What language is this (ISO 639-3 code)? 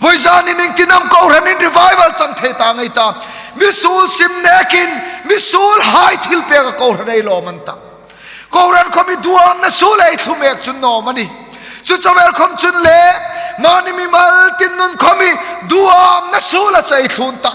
hmr